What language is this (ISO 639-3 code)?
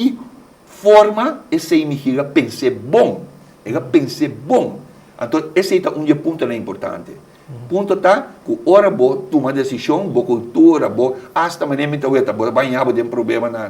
pap